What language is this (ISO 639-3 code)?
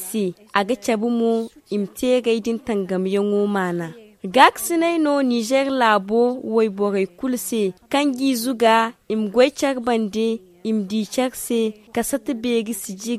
dje